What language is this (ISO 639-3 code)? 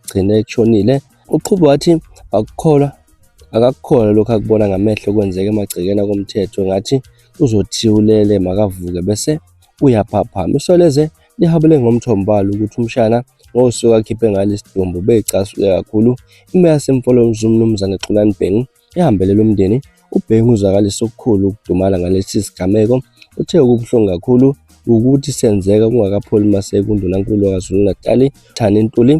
zul